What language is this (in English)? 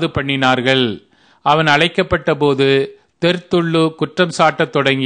Tamil